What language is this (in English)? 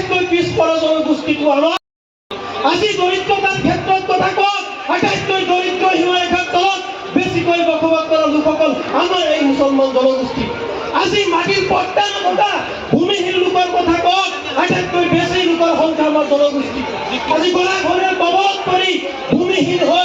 Assamese